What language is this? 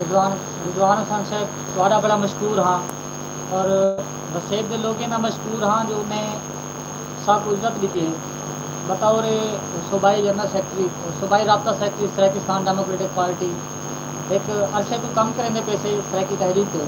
Saraiki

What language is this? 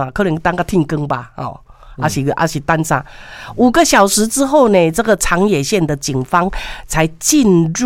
Min Nan Chinese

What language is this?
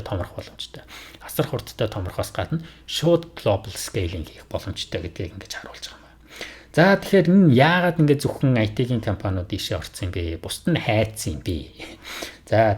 Mongolian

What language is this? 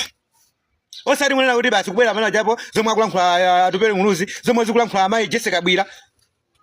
Nyanja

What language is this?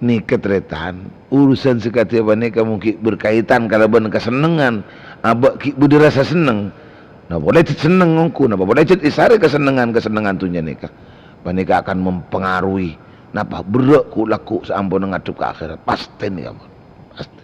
Madurese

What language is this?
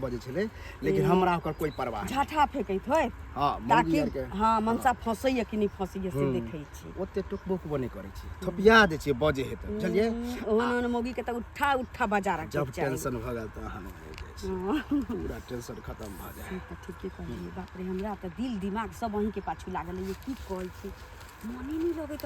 Maithili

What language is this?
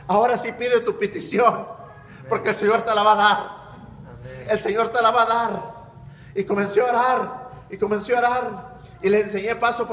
Spanish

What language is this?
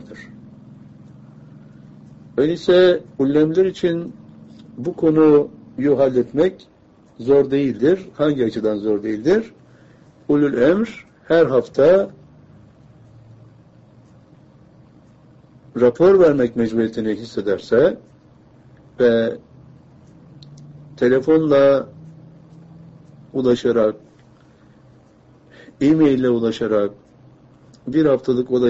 Turkish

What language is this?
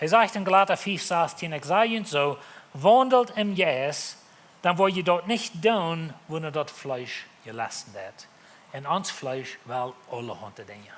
Plautdietsch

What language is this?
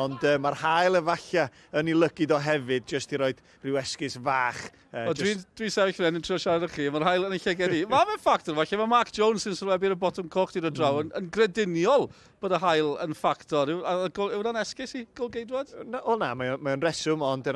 Welsh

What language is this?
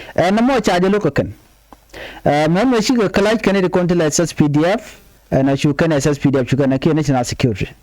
Nuer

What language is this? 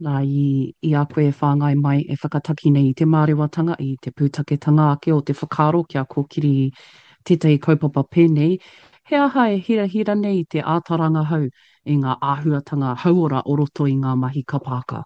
Māori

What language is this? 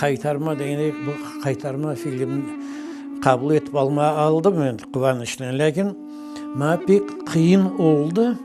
Crimean Tatar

